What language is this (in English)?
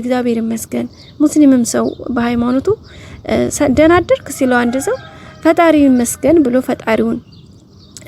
Amharic